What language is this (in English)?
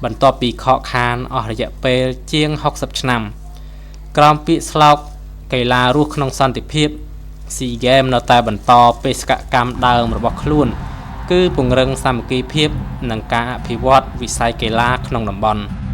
Khmer